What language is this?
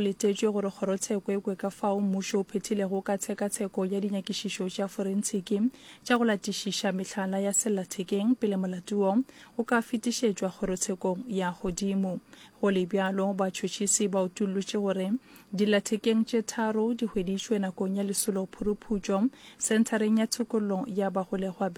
Northern Sotho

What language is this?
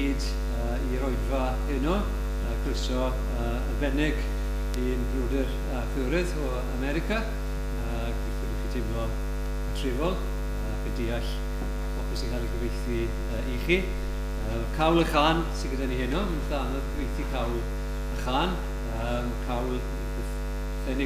Welsh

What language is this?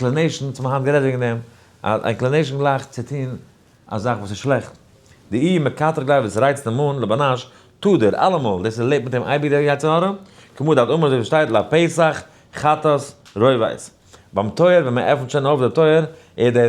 Yiddish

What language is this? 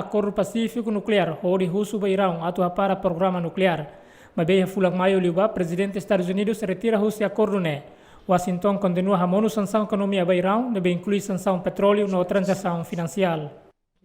Tetum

